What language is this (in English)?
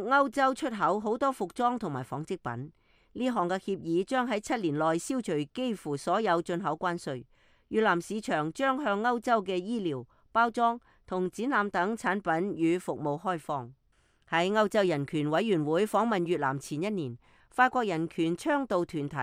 Cantonese